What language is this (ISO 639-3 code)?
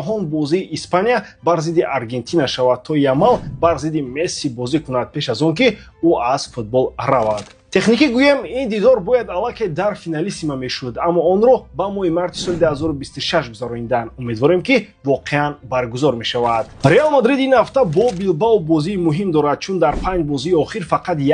tgk